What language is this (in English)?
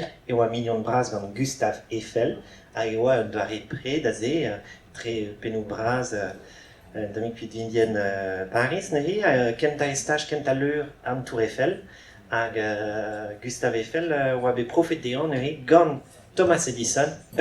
Breton